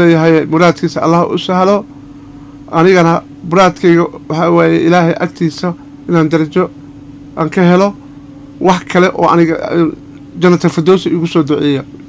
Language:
Somali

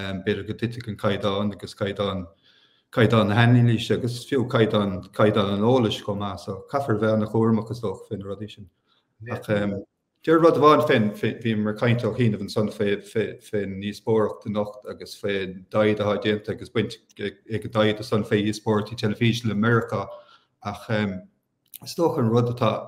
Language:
Irish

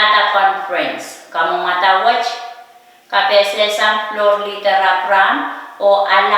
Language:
Pohnpeian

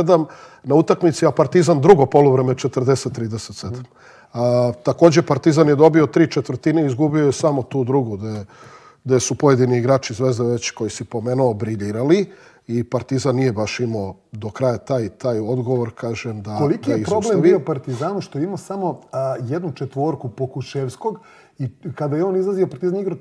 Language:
Serbian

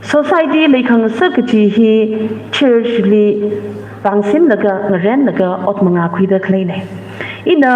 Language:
Tangkhul Naga (India)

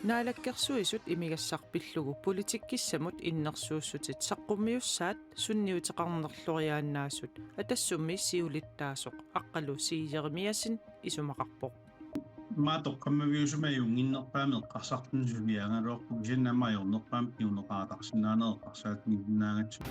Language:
Kalaallisut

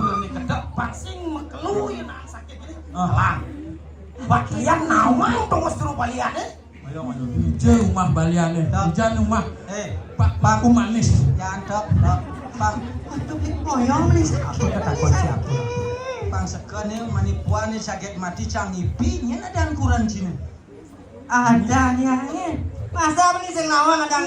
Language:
Balinese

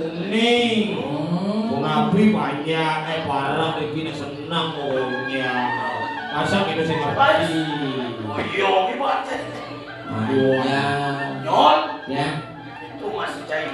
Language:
Balinese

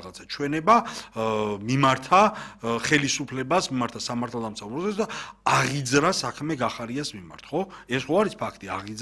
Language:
Georgian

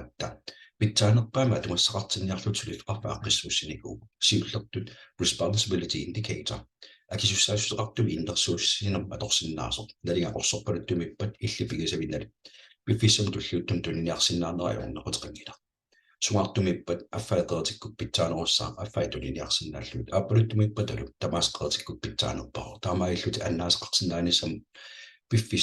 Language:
Kalaallisut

